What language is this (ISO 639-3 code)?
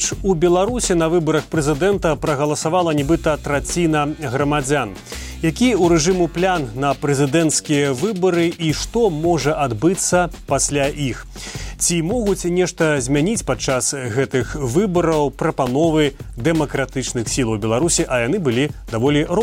bel